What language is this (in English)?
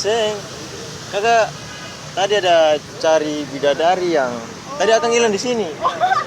Ambonese Malay